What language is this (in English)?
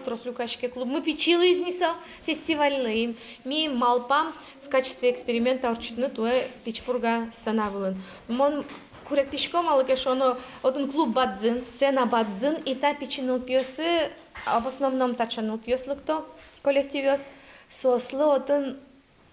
Udmurt